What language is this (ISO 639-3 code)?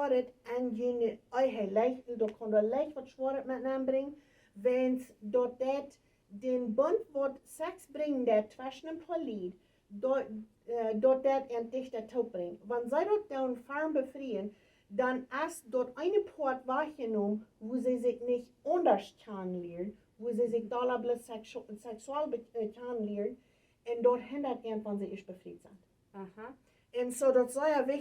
pdt